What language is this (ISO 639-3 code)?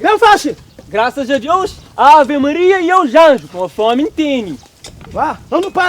kea